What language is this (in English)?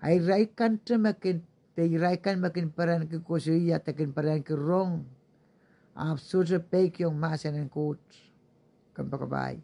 Pohnpeian